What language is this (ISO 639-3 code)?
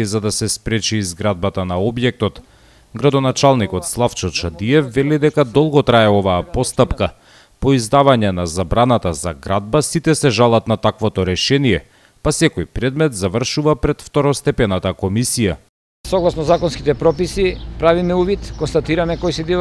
mkd